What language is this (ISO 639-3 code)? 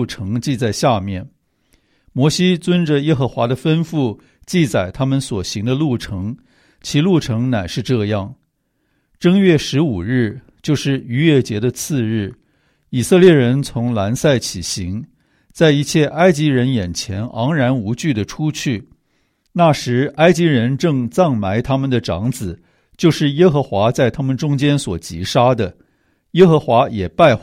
zho